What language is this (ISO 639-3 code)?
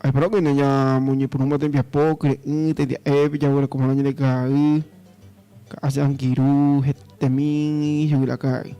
grn